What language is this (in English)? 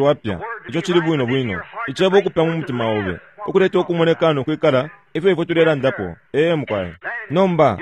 Bemba